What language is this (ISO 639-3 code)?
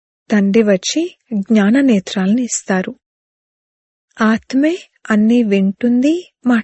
tel